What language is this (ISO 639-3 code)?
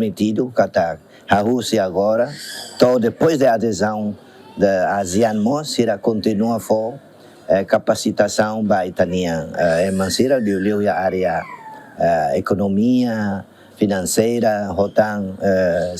tet